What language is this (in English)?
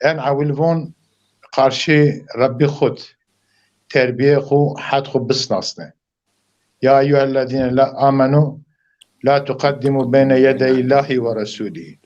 Zaza